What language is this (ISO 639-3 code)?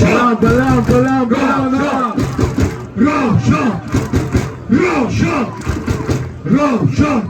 tgk